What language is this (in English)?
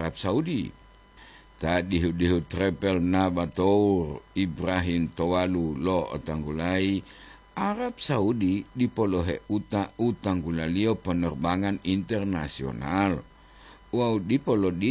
Gorontalo